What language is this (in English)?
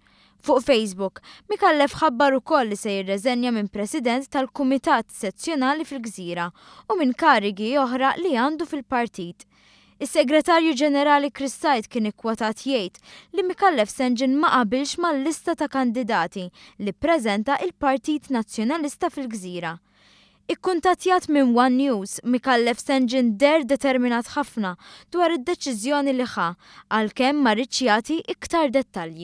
Maltese